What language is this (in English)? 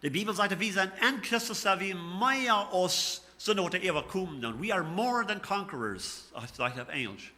Plautdietsch